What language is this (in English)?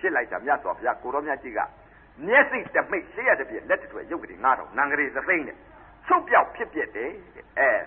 Burmese